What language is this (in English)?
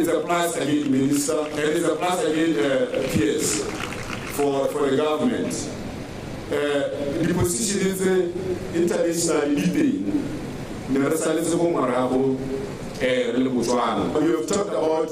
Tswana